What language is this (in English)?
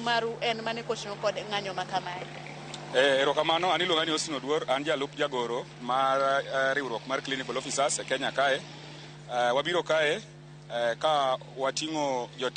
Luo (Kenya and Tanzania)